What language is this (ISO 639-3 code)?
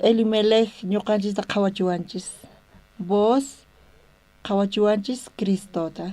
quh